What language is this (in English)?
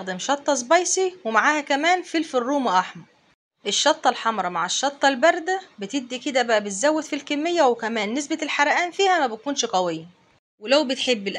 Egyptian Arabic